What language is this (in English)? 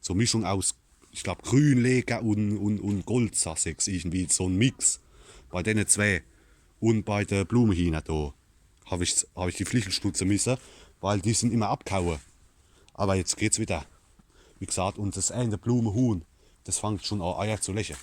Palatine German